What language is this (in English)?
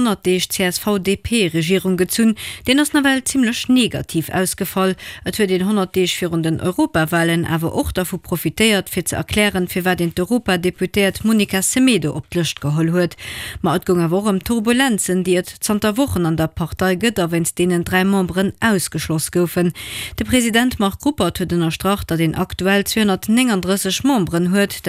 Luxembourgish